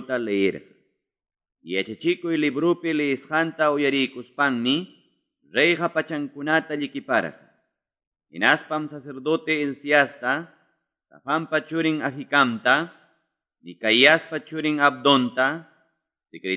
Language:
Quechua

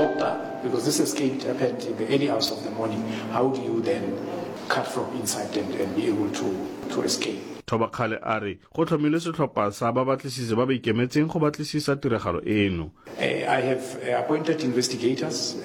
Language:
Southern Sotho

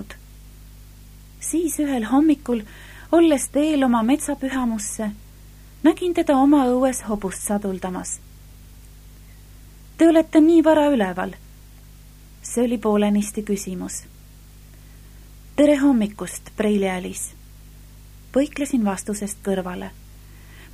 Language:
Estonian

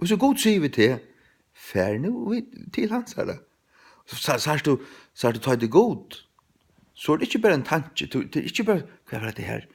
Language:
Faroese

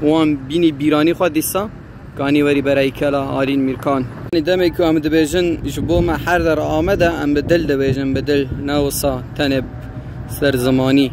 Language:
Kurdish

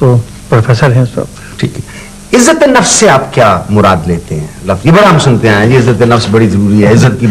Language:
Urdu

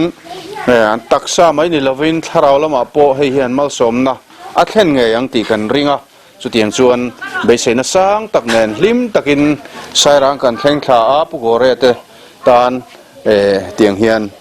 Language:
Mizo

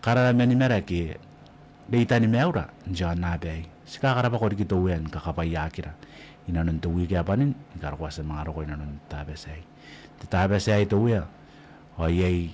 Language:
Gilbertese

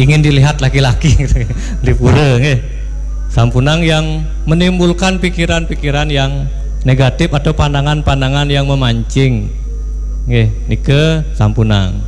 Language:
Balinese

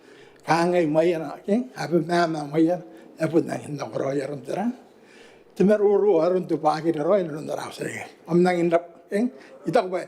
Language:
Gilbertese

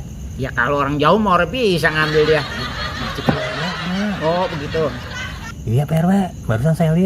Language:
Betawi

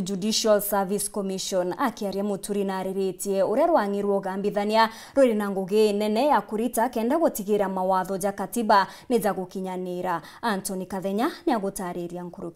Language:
Meru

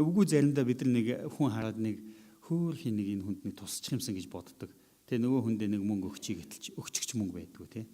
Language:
Mongolian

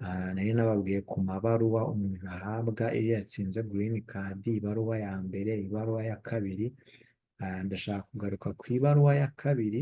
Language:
Kinyarwanda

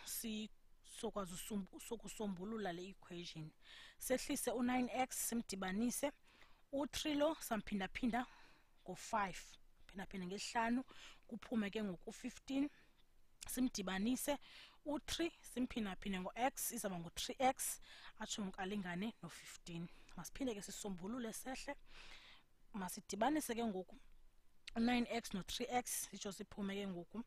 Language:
Xhosa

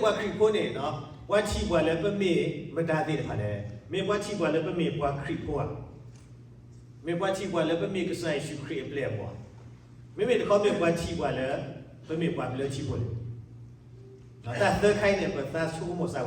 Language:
S'gaw Karen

